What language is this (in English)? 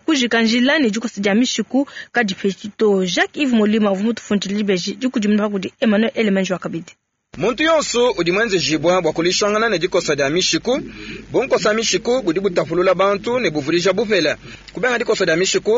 Luba-Lulua